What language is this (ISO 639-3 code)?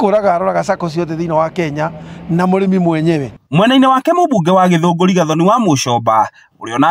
kik